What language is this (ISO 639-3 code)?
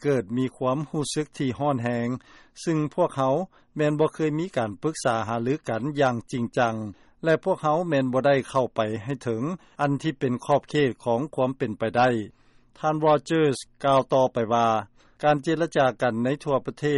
lao